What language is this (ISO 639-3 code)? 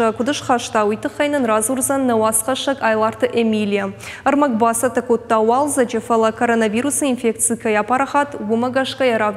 oss